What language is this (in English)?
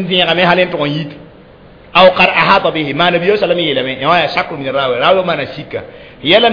Mossi